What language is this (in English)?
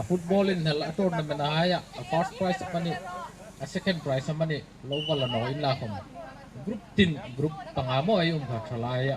Hmar